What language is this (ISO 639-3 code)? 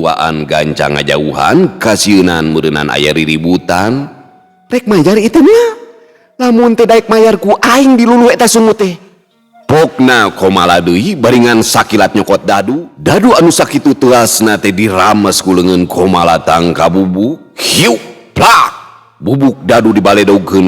sun